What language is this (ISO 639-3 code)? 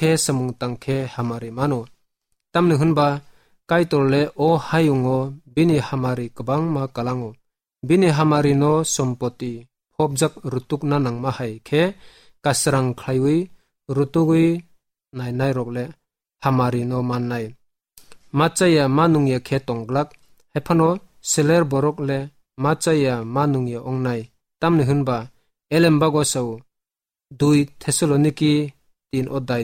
trp